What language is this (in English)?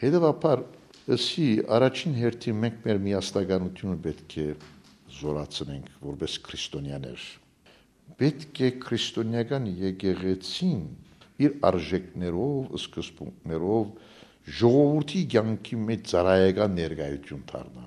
Armenian